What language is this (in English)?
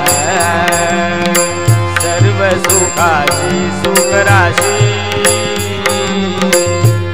Marathi